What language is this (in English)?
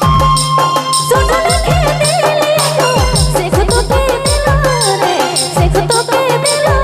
Sadri